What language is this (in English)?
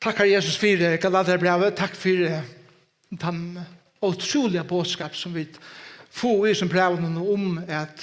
Faroese